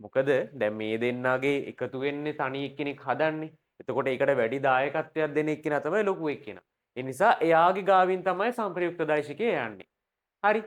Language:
Sinhala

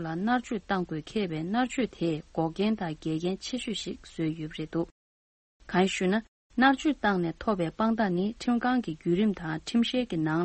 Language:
Tibetan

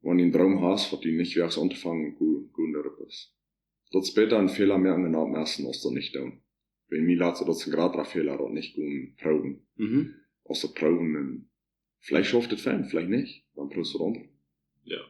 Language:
Plautdietsch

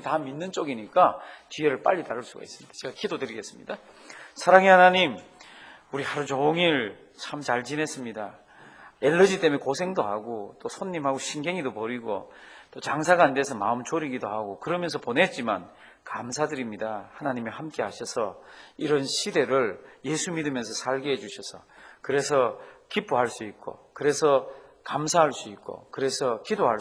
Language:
Korean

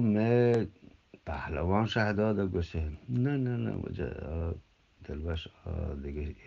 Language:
Eastern Balochi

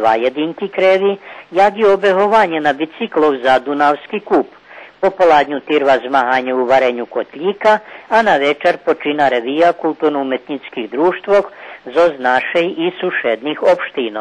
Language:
Rusyn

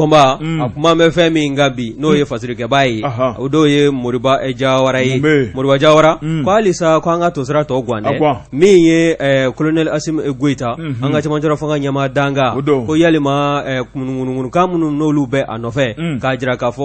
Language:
Bambara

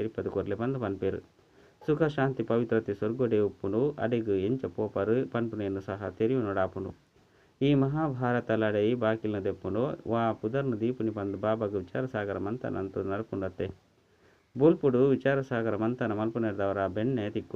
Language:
Tulu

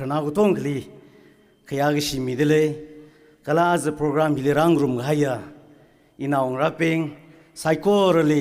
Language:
Tangkhul Naga (India)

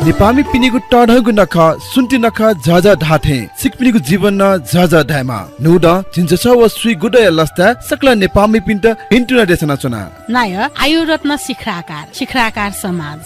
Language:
Newari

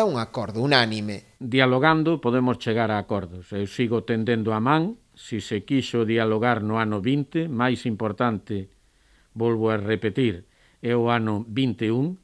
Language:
Galician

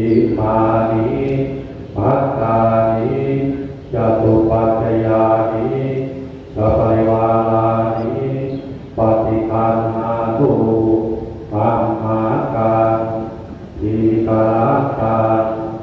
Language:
Pali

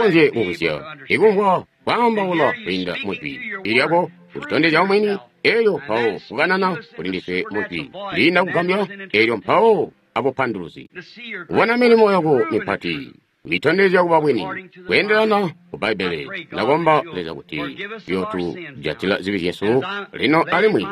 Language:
Tonga (Zambia)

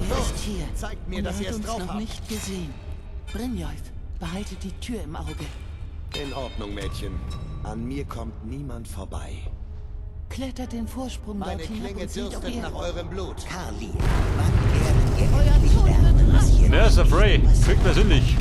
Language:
Bavarian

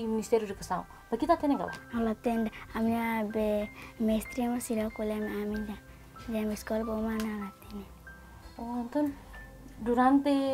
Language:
Tetum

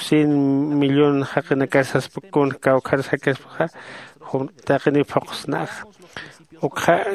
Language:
Aymara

